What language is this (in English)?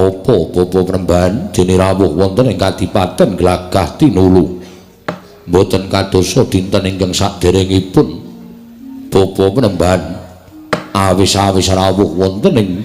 Javanese